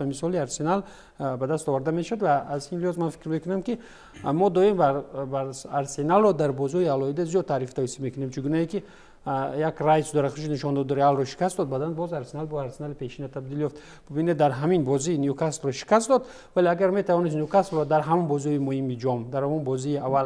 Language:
Tajik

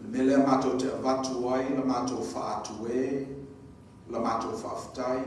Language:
Samoan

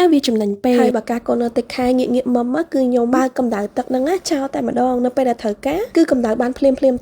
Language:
Khmer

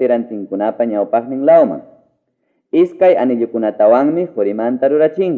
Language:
Ayacucho Quechua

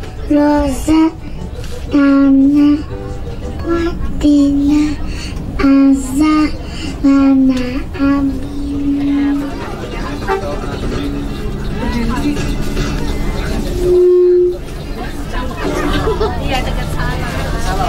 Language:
Indonesian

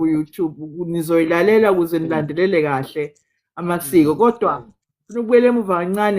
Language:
Zulu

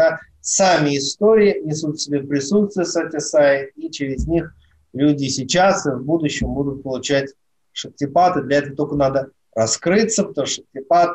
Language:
Russian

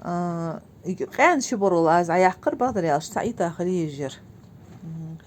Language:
Ingush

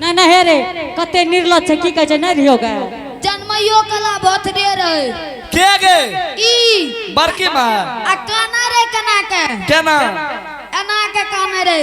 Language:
Angika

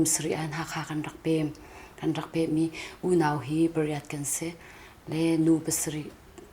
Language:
Hakha Chin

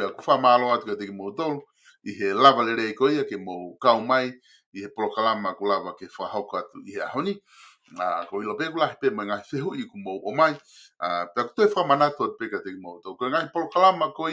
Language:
Tongan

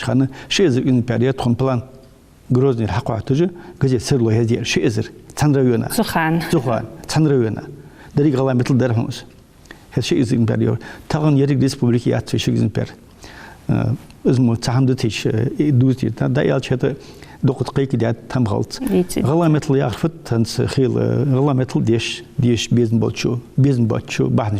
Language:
Ingush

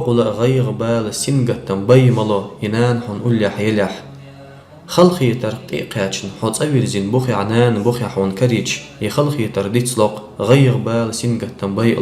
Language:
Chechen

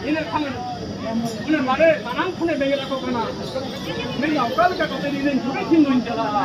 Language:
Santali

